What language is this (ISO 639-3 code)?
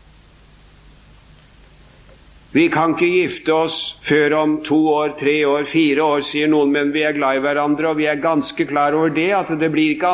nor